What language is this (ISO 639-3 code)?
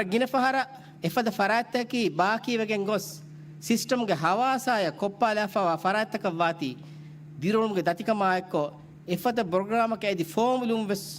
div